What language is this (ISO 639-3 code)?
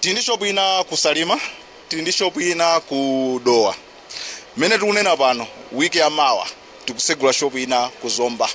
nya